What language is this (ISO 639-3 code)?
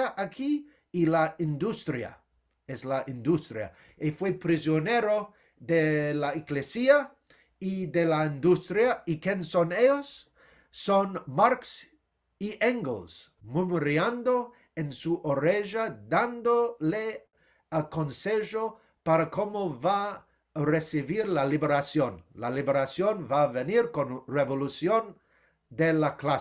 lad